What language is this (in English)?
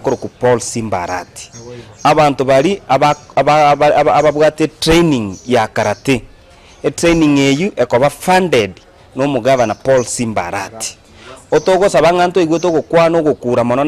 Gusii